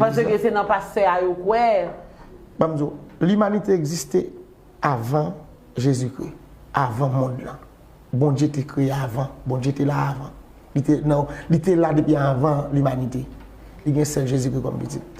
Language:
Haitian Creole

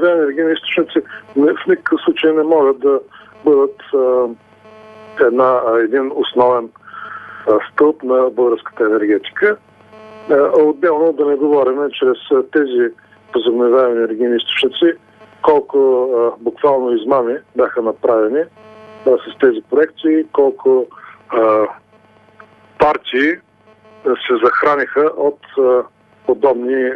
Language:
Bulgarian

